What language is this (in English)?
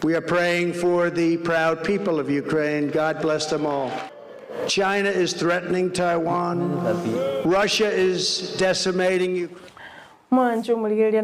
Gusii